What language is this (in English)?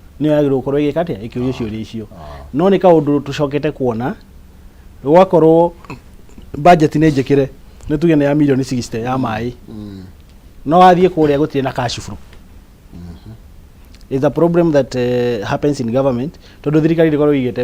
Kikuyu